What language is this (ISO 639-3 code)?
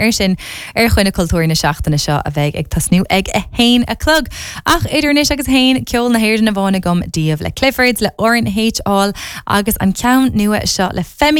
gle